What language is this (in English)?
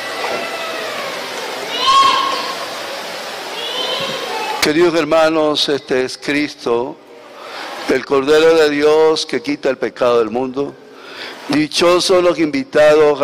Spanish